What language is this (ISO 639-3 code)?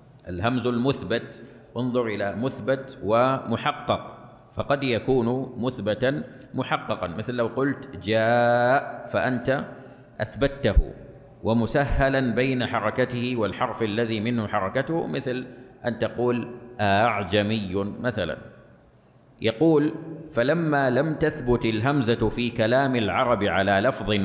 ara